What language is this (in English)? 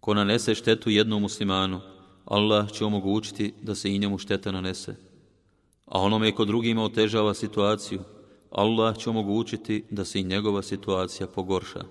Bosnian